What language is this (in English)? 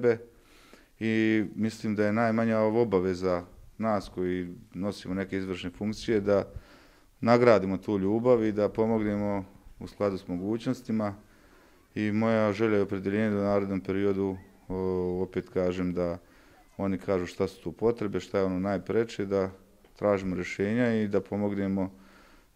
Bosnian